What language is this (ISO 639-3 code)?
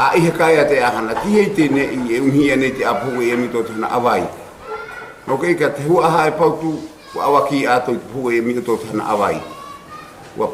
mqm